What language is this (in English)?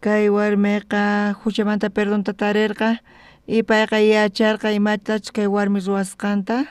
South Bolivian Quechua